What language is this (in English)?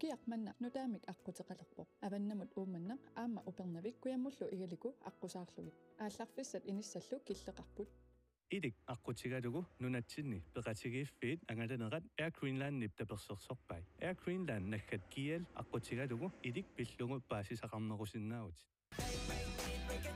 Kalaallisut